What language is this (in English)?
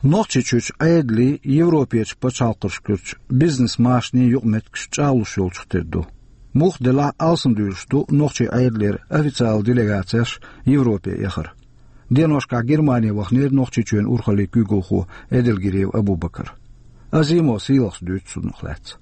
Chechen